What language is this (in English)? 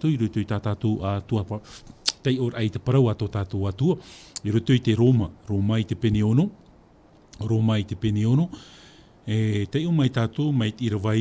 Tahitian